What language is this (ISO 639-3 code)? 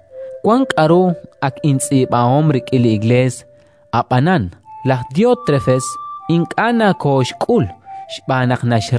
kek